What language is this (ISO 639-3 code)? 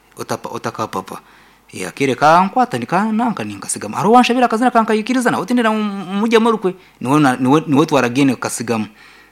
nyn